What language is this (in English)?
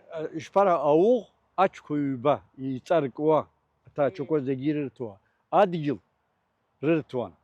Abkhazian